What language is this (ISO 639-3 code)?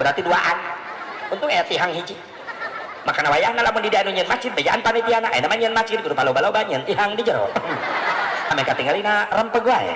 sun